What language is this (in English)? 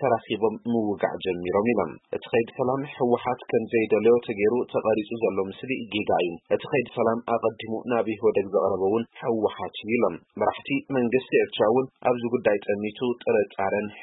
Tigrinya